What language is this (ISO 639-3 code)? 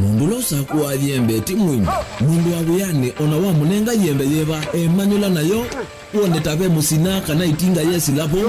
kam